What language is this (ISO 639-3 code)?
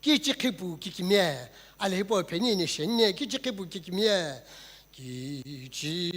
nsm